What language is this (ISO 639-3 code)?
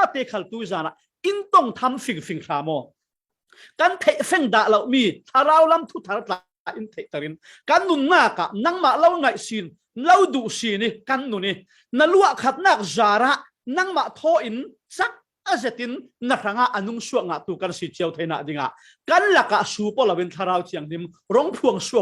cfm